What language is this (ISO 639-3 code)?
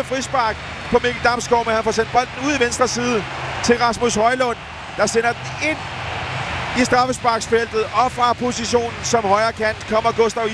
dan